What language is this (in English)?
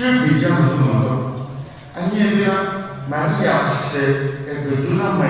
Ewe